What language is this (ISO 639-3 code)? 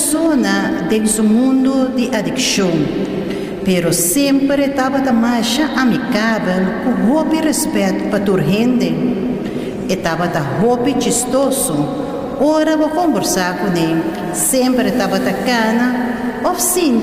pap